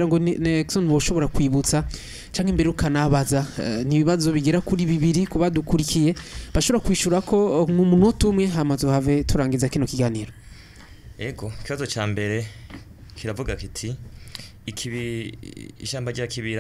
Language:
Rundi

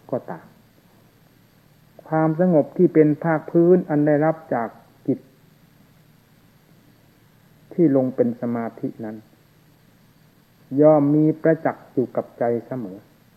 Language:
Thai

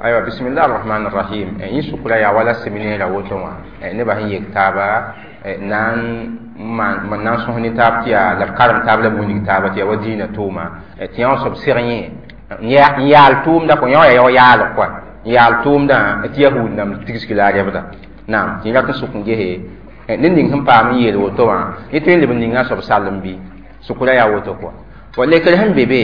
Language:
Mossi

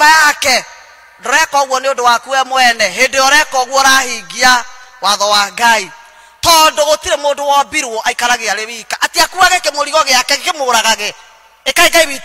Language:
Kikuyu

